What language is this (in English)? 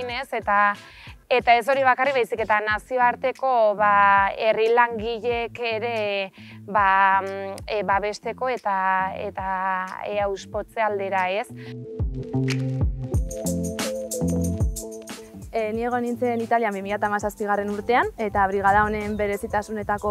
Basque